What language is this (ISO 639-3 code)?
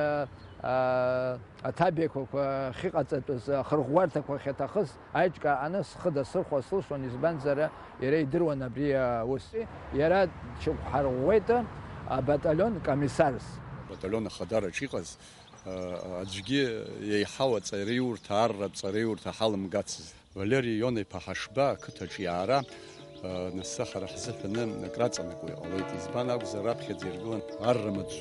abk